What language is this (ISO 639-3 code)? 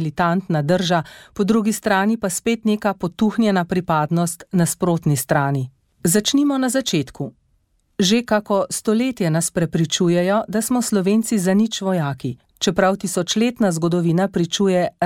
slv